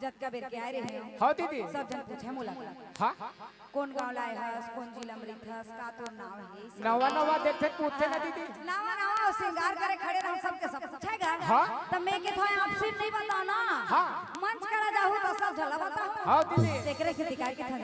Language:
Chhattisgarhi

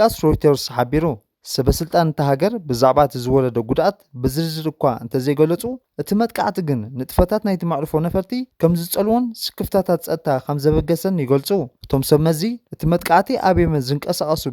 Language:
Tigrinya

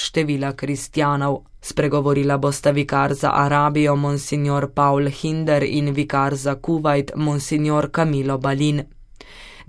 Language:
Slovenian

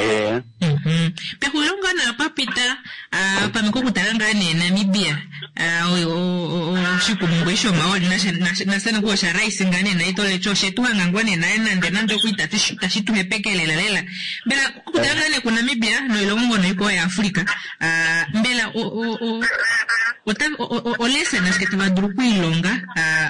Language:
Kuanyama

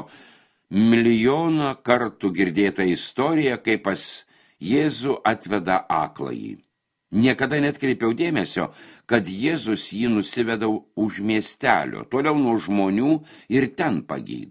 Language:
Lithuanian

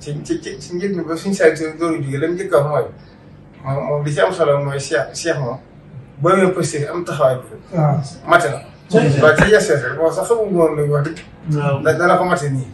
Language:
Wolof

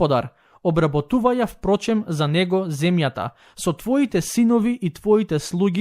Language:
Macedonian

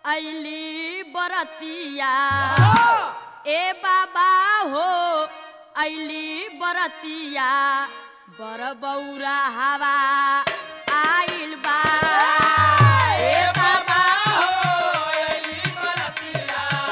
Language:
Bhojpuri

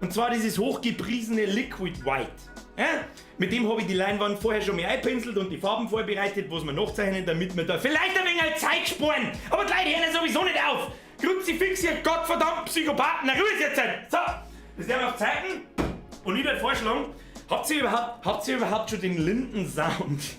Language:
Bavarian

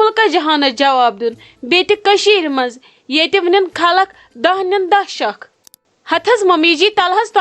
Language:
Kashmiri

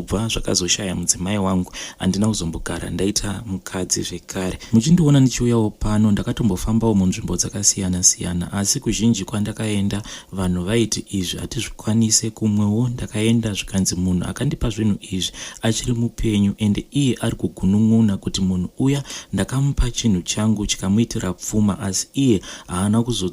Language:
Shona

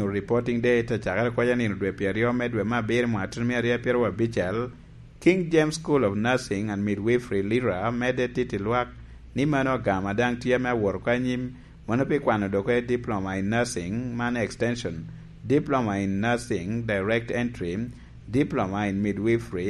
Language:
Lango (Uganda)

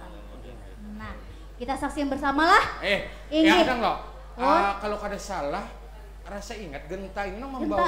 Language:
Banjar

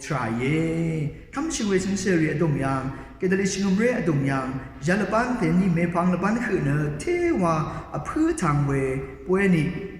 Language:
Rawang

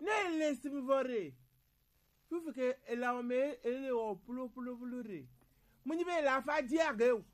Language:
Gen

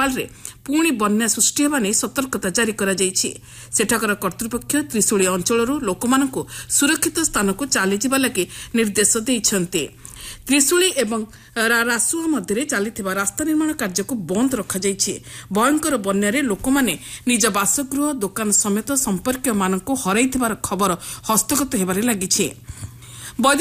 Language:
Odia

